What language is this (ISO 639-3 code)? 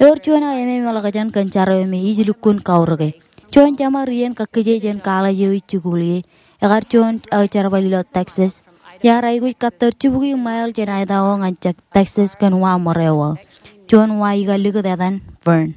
mah